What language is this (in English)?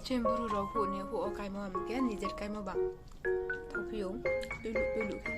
Riang (India)